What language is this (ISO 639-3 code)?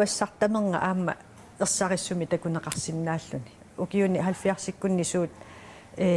kal